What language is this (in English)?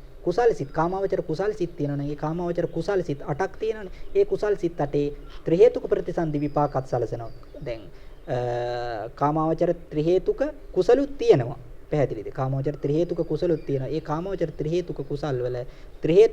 Sinhala